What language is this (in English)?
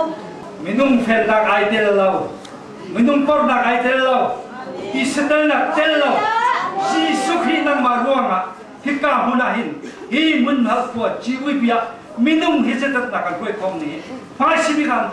Hakha Chin